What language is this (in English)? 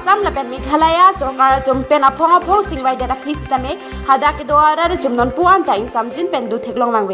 Karbi